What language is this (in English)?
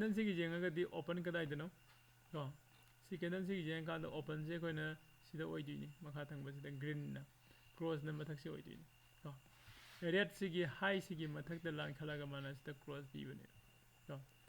Manipuri